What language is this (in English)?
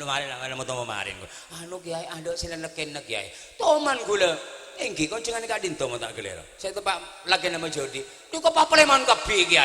Madurese